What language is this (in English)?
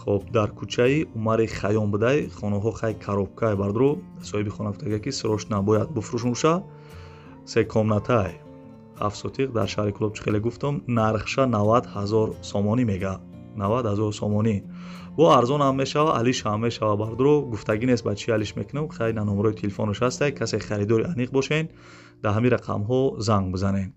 Tajik